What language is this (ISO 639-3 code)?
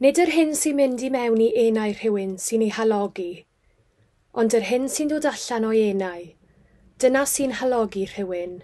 cym